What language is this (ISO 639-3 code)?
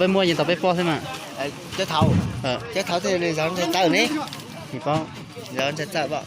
hmn